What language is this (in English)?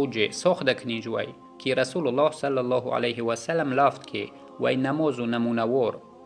Yazgulyam